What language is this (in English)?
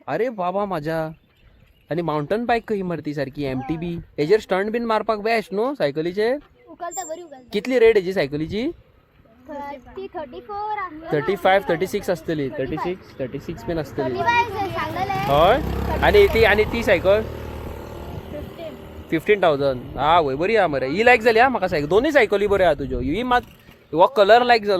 Konkani